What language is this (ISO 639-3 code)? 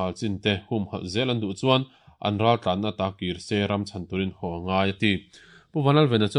lus